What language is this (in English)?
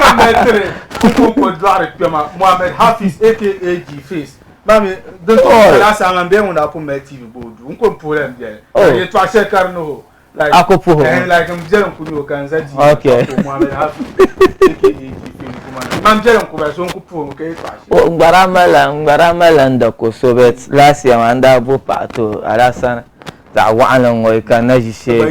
Dagbani